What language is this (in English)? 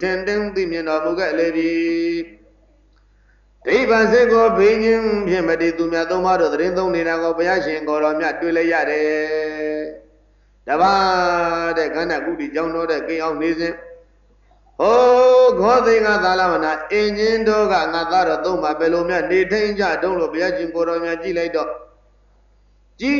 Burmese